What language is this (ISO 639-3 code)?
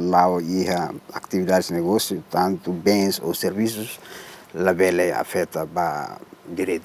tet